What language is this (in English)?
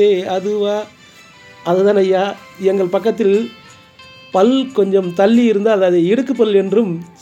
Tamil